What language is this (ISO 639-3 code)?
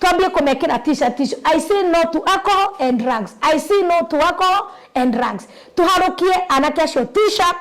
kik